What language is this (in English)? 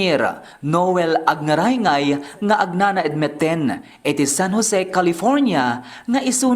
Iloko